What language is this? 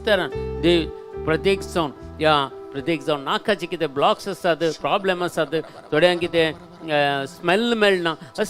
Konkani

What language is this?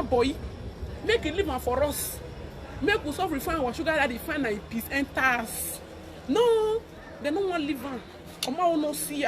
Nigerian Pidgin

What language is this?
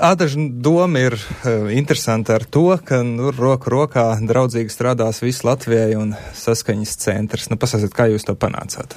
Latvian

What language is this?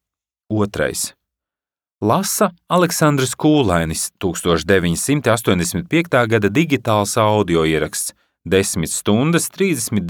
Latvian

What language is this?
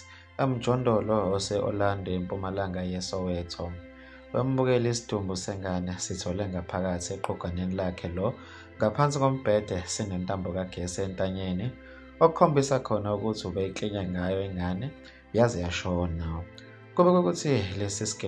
Zulu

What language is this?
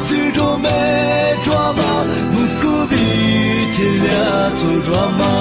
Lisu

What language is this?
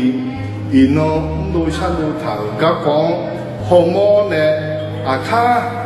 Akha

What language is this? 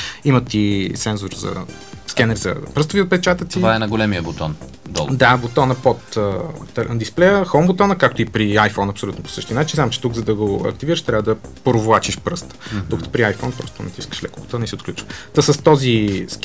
Bulgarian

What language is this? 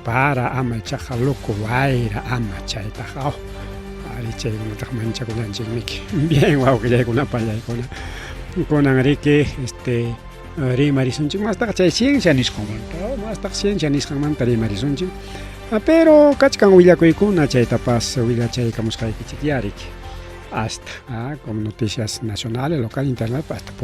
Ayacucho Quechua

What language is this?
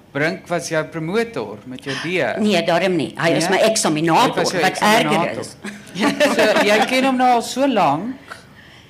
Afrikaans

